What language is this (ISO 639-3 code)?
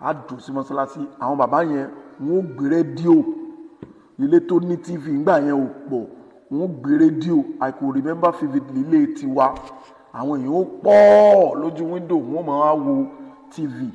yor